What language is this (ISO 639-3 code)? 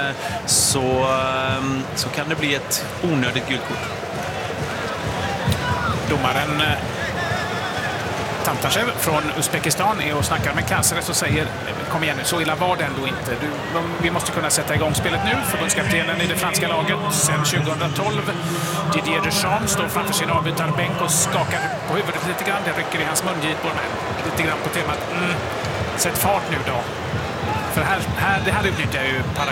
swe